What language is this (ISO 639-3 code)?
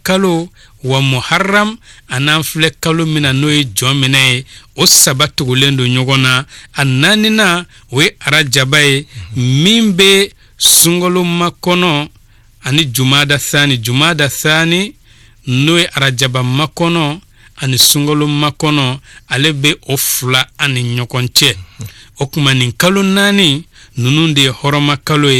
bam